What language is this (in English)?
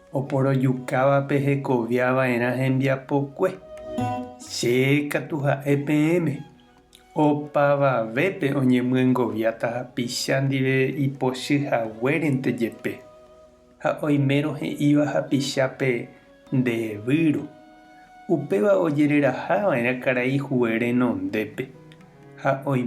Guarani